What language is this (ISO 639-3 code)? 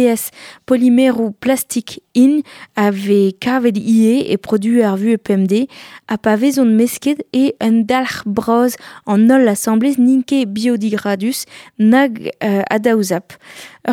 bre